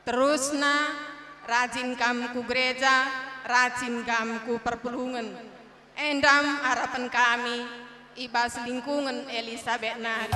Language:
Batak Karo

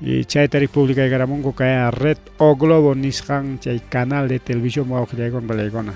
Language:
Ayacucho Quechua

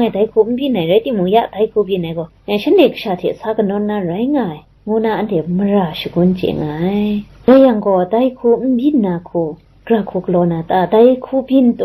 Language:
Kachin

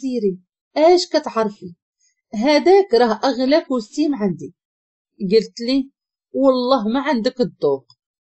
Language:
Moroccan Arabic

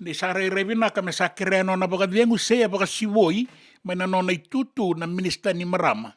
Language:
Fijian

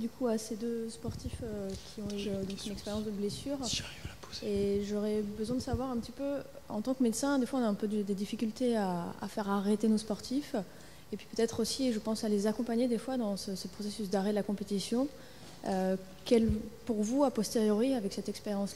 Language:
French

